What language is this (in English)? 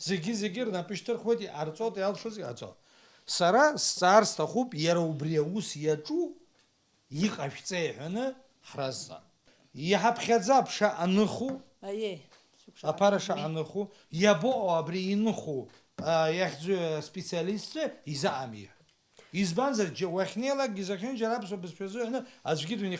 Abkhazian